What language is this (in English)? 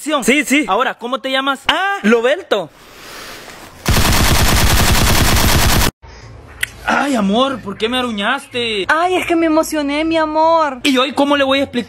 Spanish